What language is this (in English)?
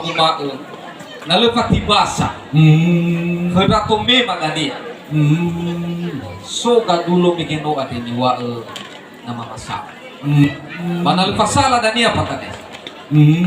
Nias